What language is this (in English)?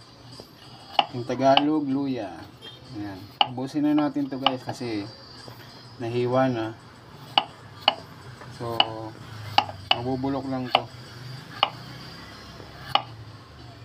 Filipino